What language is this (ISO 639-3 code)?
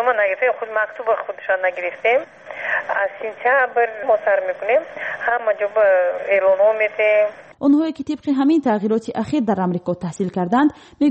tgk